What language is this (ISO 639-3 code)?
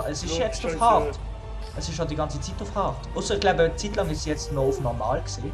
gsw